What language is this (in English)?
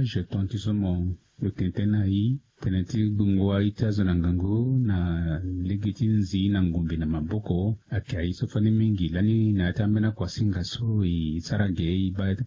Sango